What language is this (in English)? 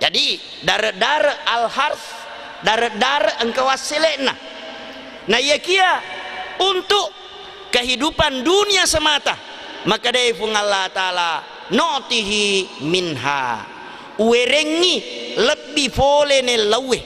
Buginese